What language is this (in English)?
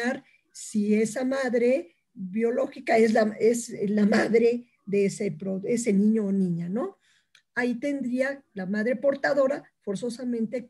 Spanish